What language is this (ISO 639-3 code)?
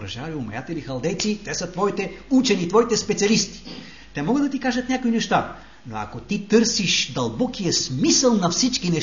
bul